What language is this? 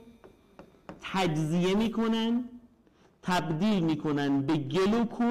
Persian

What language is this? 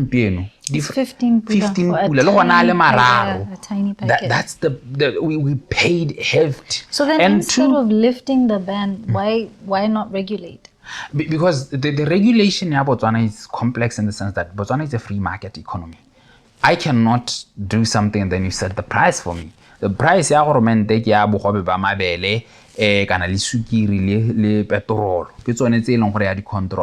Tswana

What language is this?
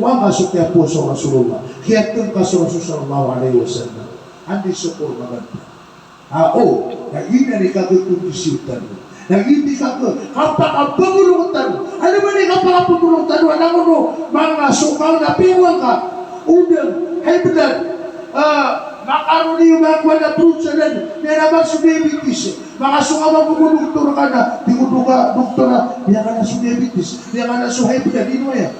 Maranao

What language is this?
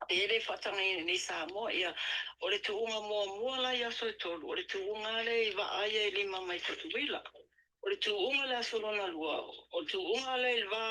Samoan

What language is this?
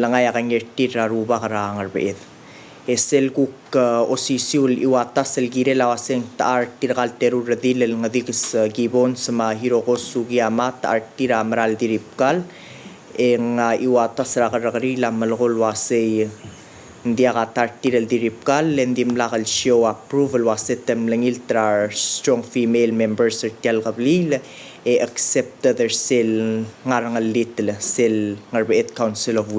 Palauan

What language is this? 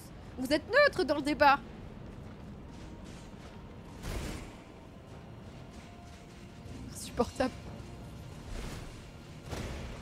French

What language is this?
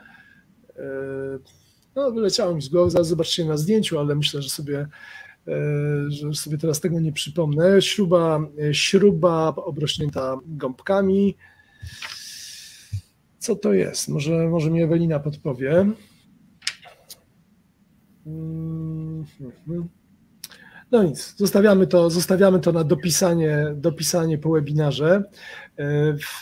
Polish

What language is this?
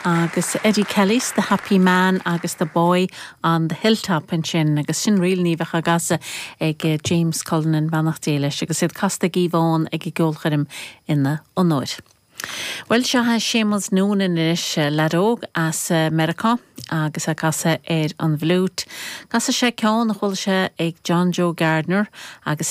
Irish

